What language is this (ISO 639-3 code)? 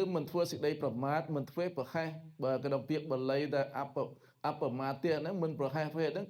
khm